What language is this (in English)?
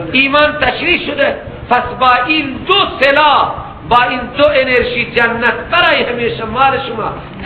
Persian